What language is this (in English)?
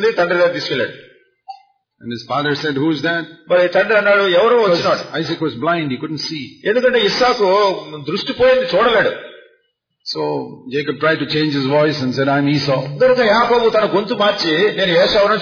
Telugu